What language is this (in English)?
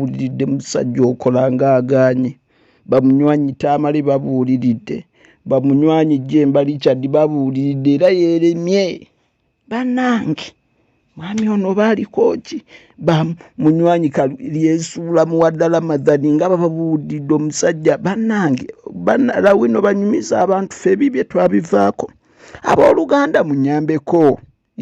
Ganda